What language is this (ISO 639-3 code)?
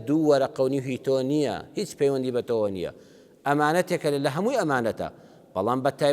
ckb